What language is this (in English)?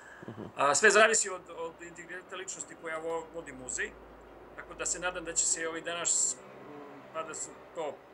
Serbian